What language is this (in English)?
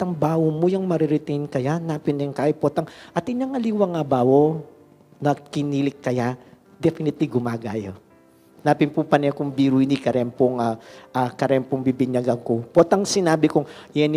Pampanga